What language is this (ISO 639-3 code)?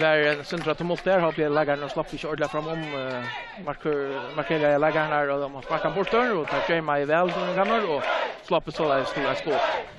fao